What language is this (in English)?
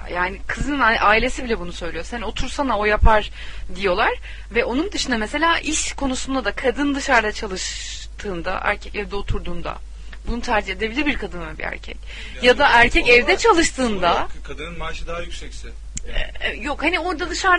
Turkish